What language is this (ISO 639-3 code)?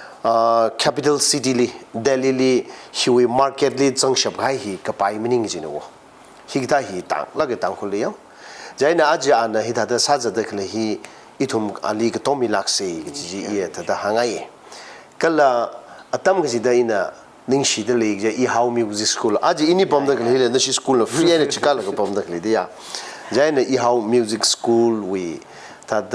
nmf